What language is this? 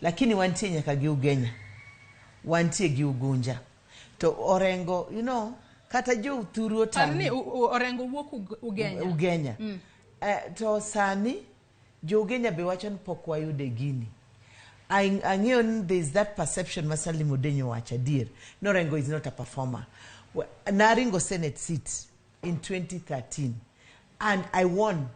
Luo (Kenya and Tanzania)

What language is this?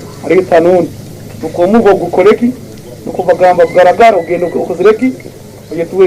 Tooro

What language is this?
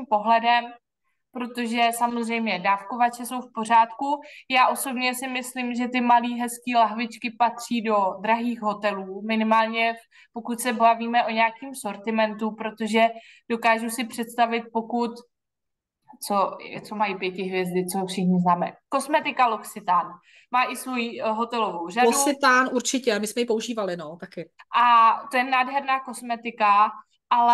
Czech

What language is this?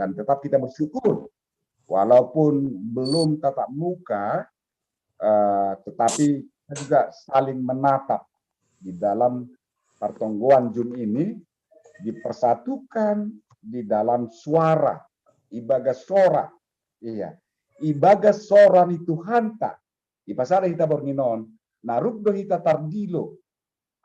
Batak Simalungun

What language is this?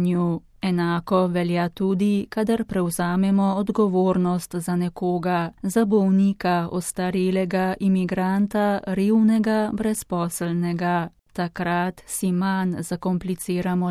Slovenian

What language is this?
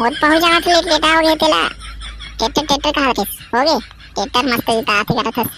Chhattisgarhi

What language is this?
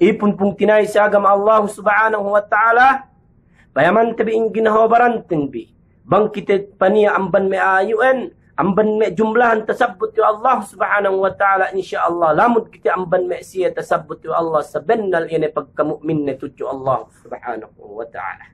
Yakan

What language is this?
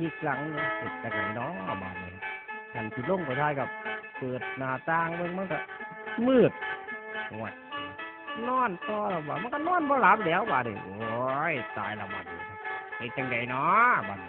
Northeastern Thai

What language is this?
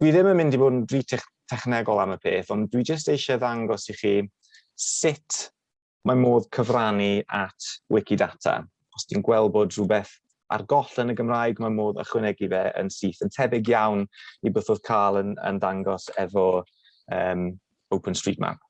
Welsh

